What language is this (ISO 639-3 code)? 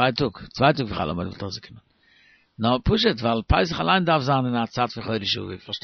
yid